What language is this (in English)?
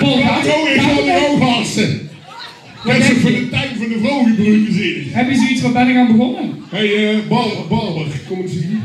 Limburgish